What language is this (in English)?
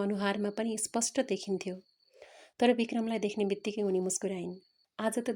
Nepali